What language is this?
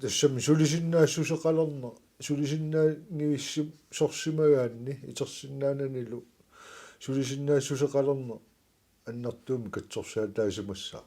Kalaallisut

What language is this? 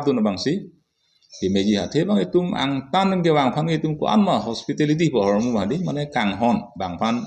Karbi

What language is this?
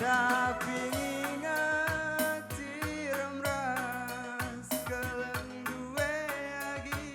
Batak Karo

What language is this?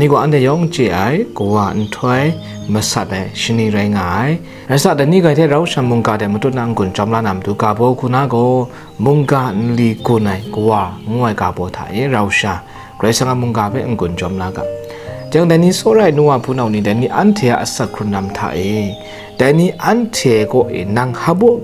Kachin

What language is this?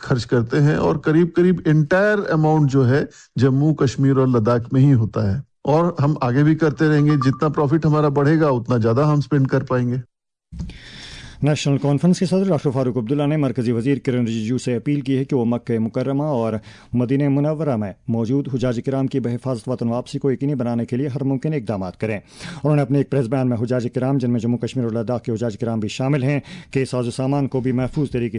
Urdu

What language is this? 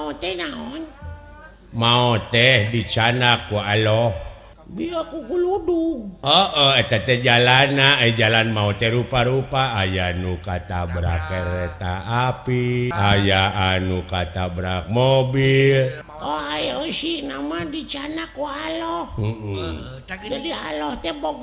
Sundanese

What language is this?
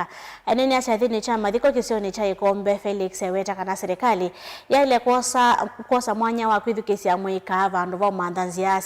Kamba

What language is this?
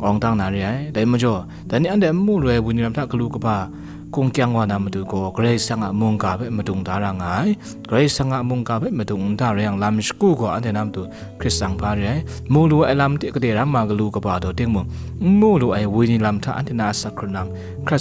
Kachin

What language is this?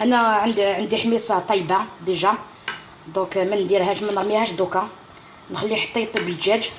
Algerian Arabic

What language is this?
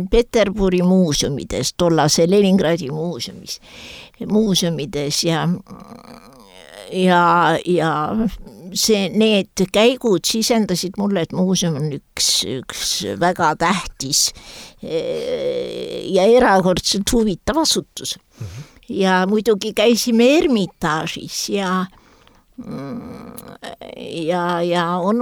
Estonian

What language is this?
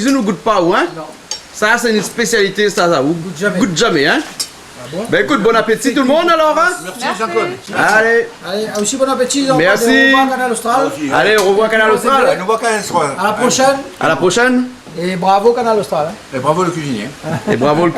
Réunion Creole French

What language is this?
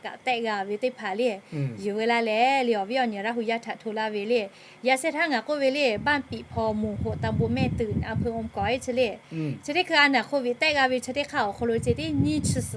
Lahu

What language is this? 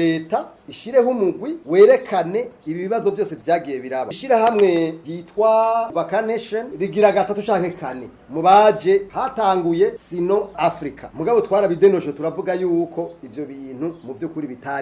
Rundi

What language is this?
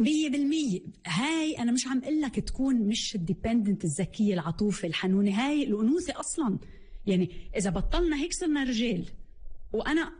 North Levantine Arabic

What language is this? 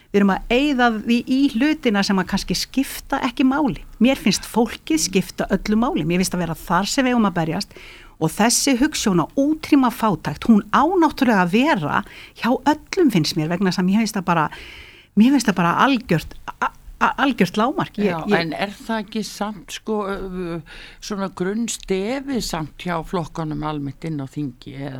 Icelandic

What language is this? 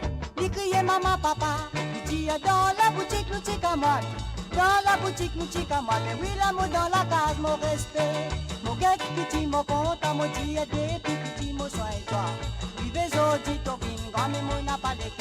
Morisyen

